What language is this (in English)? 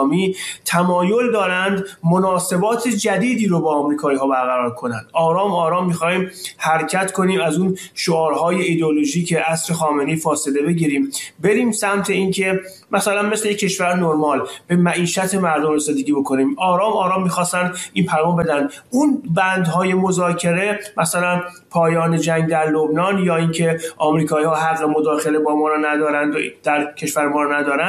Persian